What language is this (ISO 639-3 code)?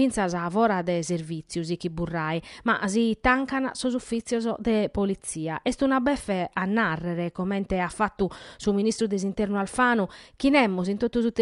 srd